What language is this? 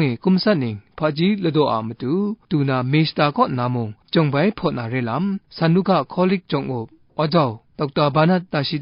Kachin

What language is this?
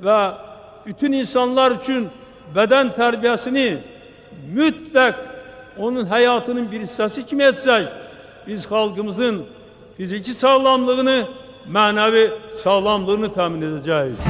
Azerbaijani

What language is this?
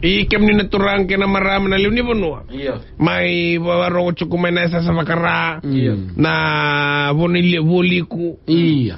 Fijian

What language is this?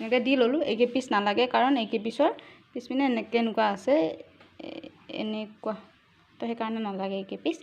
Assamese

